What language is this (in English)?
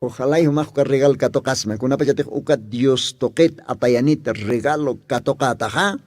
Aymara